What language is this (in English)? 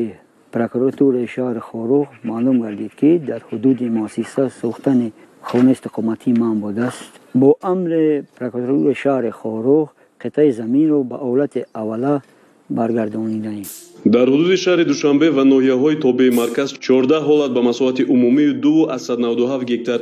Tajik